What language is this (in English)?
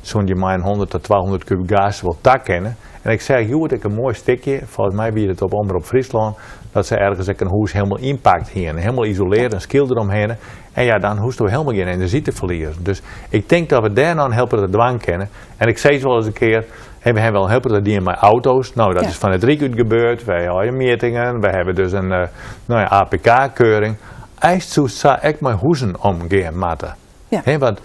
Western Frisian